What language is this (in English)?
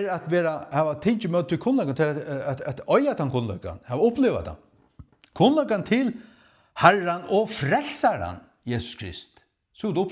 Faroese